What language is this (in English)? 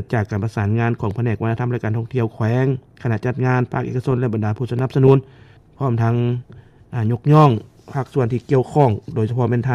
Lao